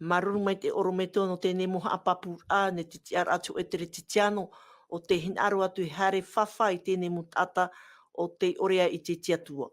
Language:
Tahitian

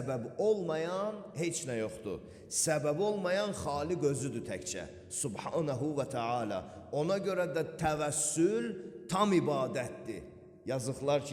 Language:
Azerbaijani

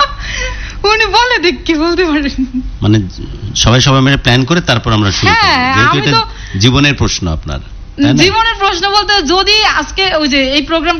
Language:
Bangla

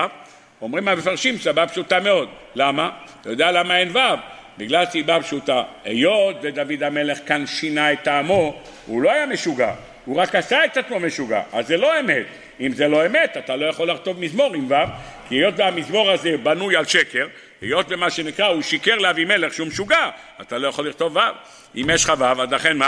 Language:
Hebrew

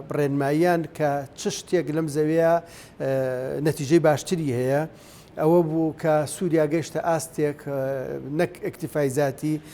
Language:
Central Kurdish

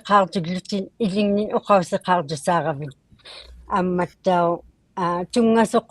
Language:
Inuktitut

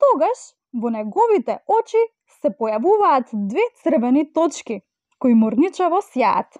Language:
Macedonian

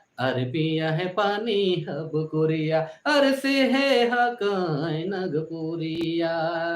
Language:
Sadri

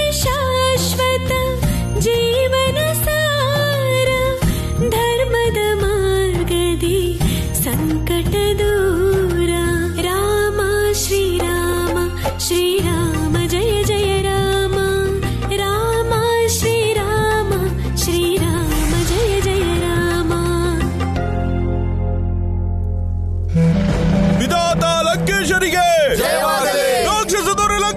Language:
Kannada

